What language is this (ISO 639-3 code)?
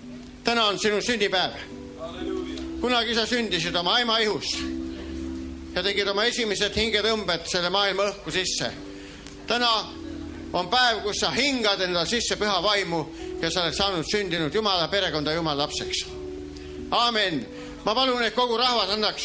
est